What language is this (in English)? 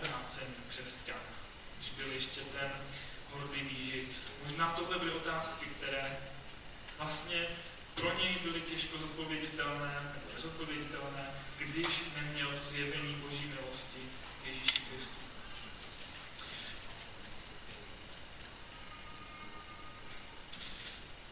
Czech